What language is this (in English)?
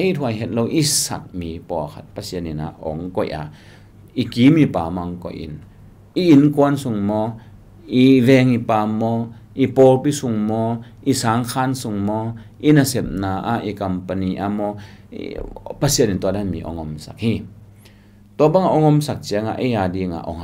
Tedim Chin